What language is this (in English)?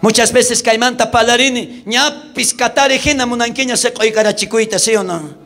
South Bolivian Quechua